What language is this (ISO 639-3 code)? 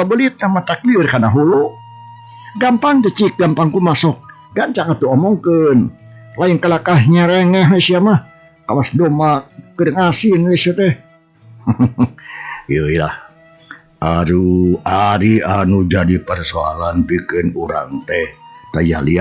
sun